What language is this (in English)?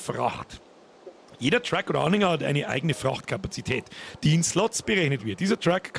Bavarian